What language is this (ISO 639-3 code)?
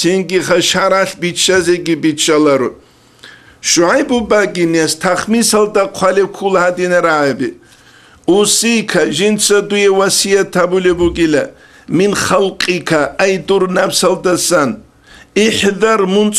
ava